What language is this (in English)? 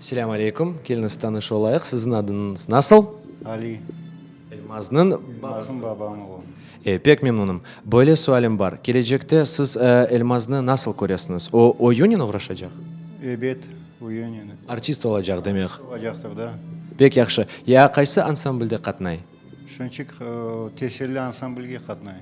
Crimean Tatar